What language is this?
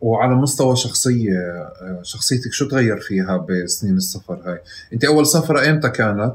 North Levantine Arabic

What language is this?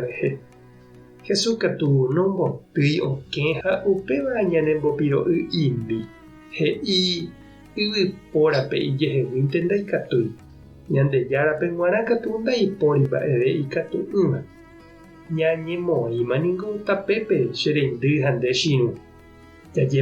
Guarani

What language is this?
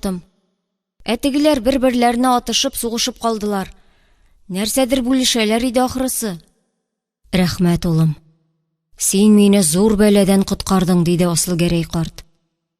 Tatar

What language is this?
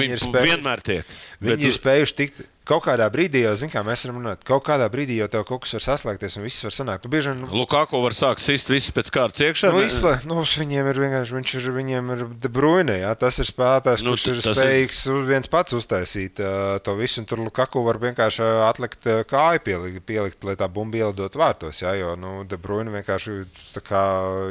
Latvian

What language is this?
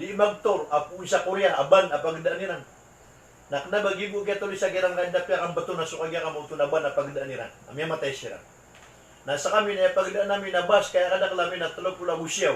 Maranao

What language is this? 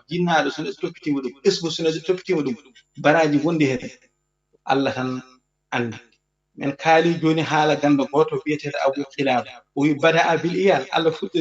Fula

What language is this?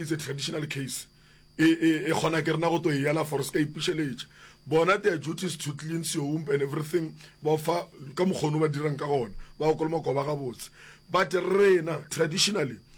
Northern Sotho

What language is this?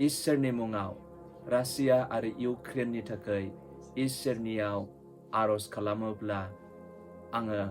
Bodo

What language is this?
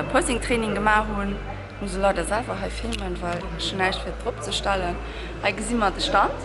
Luxembourgish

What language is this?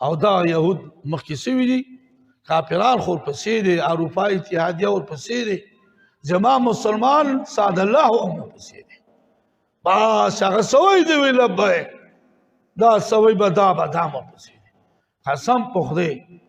Pashto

